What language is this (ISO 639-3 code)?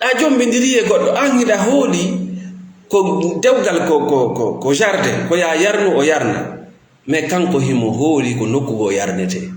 ful